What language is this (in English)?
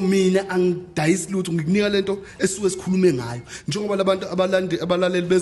Zulu